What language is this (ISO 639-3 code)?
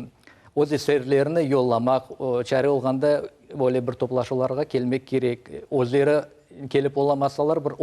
crh